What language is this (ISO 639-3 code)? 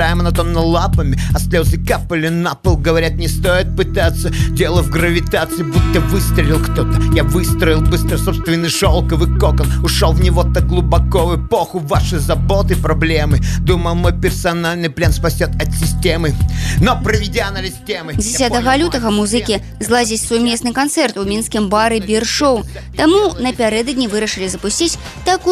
bel